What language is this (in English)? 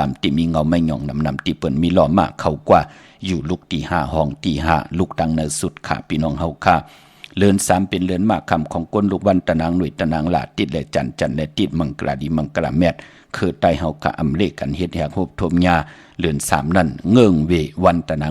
Shan